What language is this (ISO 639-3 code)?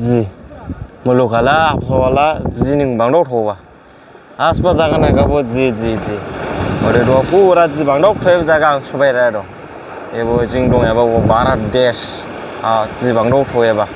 dis